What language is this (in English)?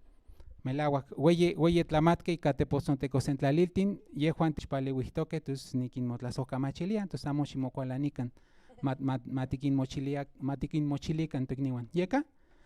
Central Nahuatl